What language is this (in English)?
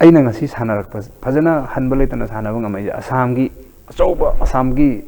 Manipuri